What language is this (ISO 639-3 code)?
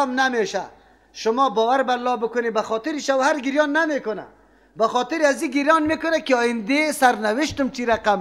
fas